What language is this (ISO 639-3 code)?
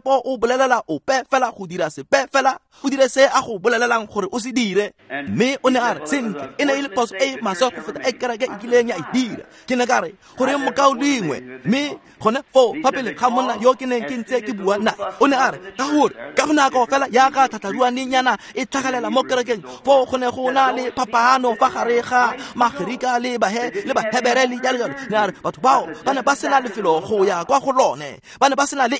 tsn